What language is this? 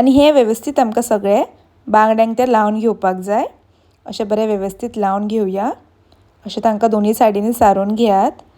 Konkani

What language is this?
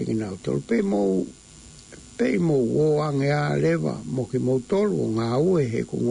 Tongan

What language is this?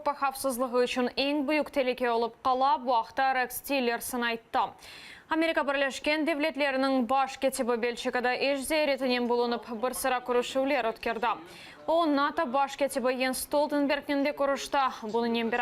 Crimean Tatar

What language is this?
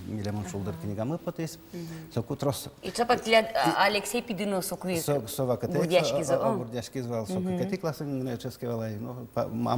Udmurt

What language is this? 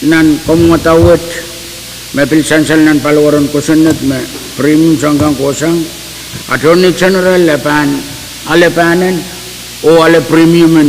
Pohnpeian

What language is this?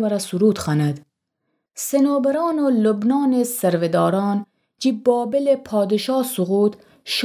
Gilaki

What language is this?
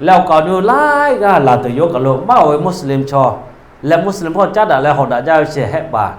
Lahu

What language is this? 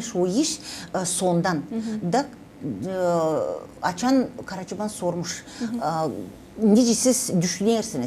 Gagauz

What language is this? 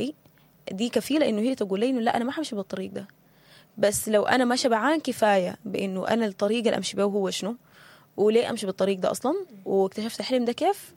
Sudanese Arabic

